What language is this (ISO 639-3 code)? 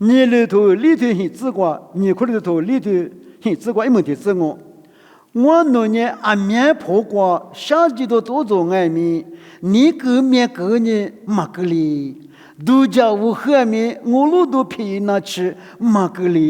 lis